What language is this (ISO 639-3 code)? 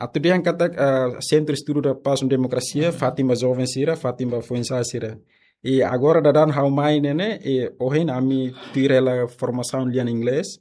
tet